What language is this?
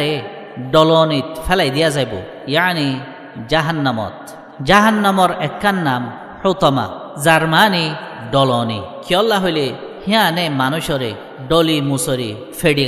Rohingya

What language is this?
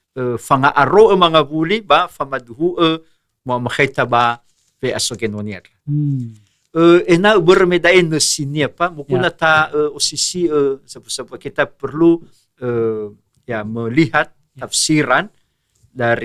Nias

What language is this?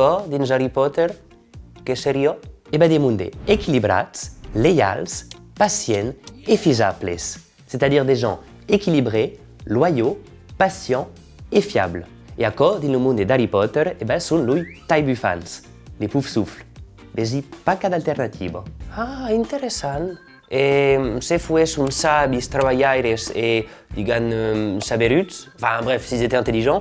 Occitan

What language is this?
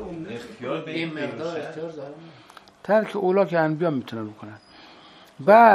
Persian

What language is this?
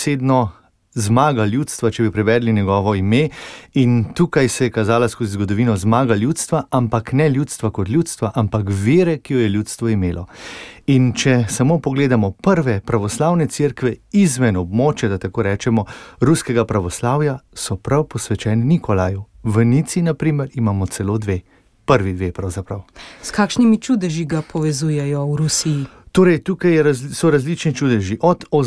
Slovenian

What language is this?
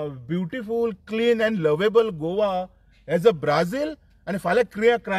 Konkani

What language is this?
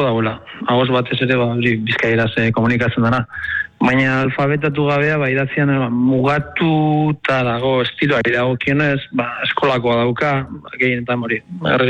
Basque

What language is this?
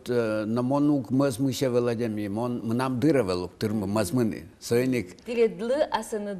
Udmurt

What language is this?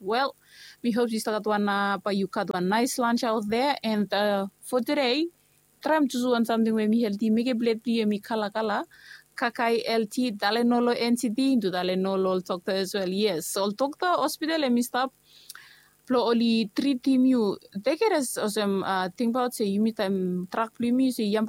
Bislama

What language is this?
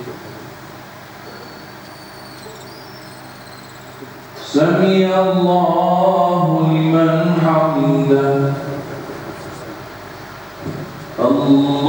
Arabic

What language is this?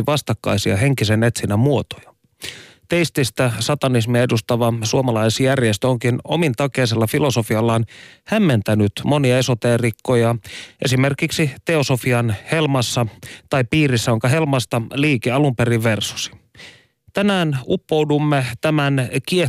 Finnish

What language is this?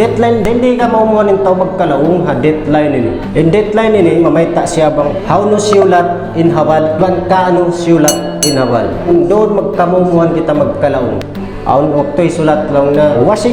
Tausug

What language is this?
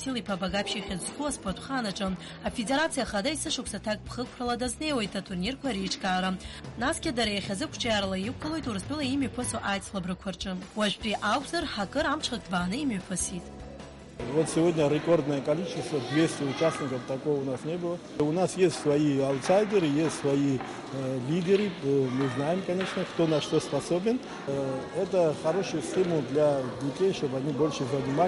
Abkhazian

